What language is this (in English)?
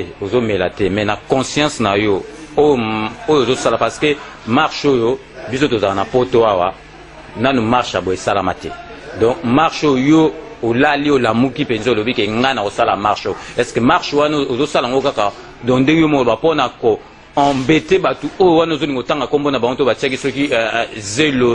Lingala